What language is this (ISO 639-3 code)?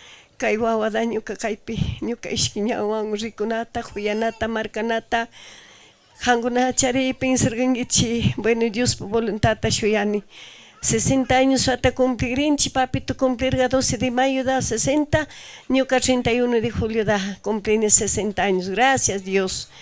qug